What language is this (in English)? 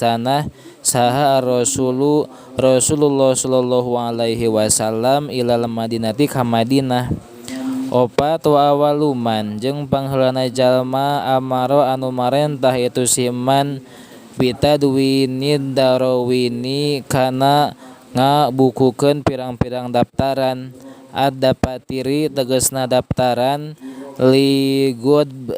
Sundanese